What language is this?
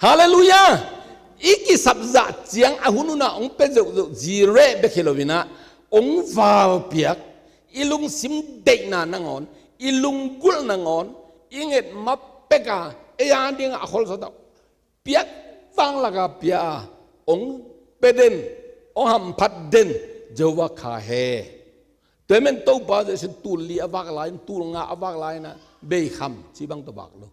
Tedim Chin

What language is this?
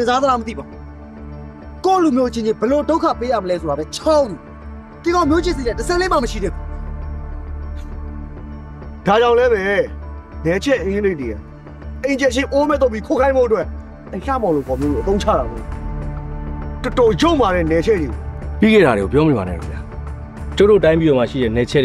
Burmese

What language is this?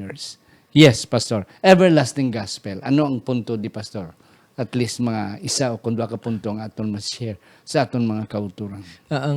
Hiligaynon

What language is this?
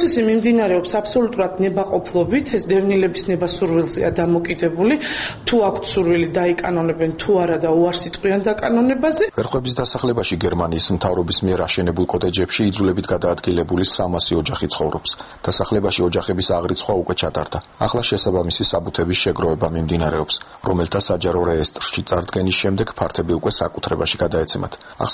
Georgian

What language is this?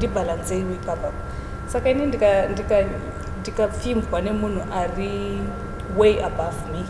Shona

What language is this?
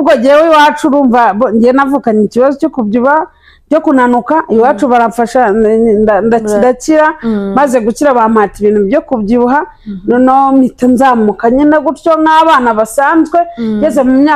Kinyarwanda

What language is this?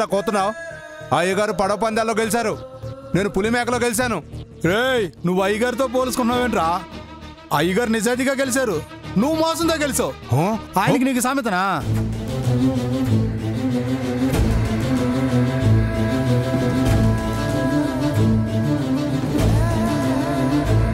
Telugu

